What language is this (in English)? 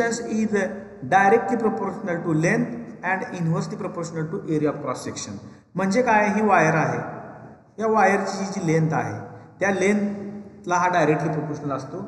Marathi